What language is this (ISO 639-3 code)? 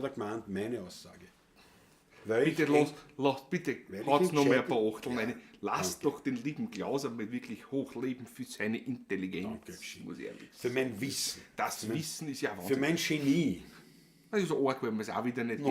bar